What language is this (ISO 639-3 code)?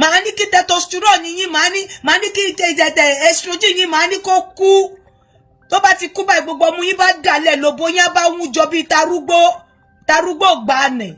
yor